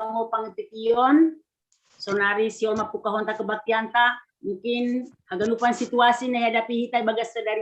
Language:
Batak Simalungun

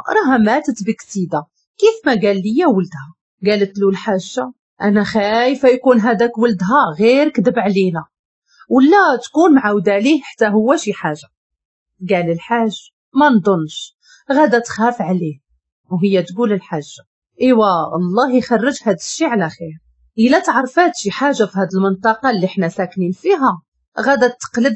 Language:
Moroccan Arabic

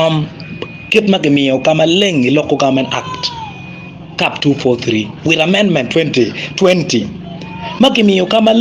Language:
Acoli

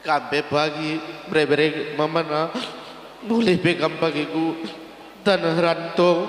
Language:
Batak Karo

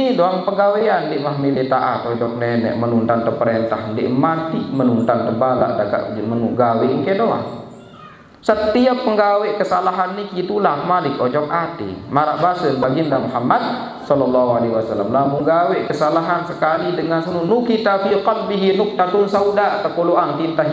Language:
Sasak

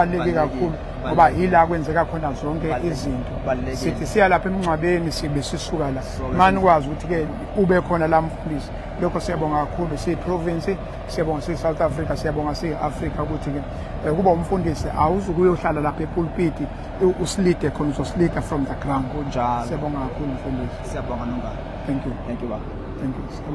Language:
Zulu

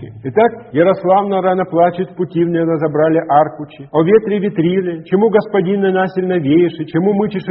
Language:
Russian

